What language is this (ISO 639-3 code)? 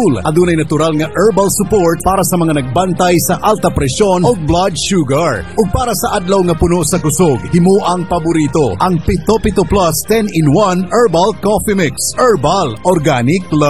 ceb